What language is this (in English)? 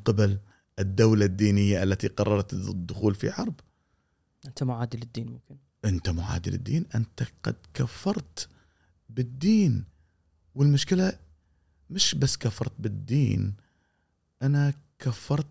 Gulf Arabic